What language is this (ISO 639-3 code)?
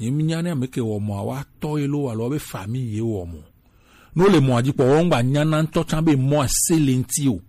gej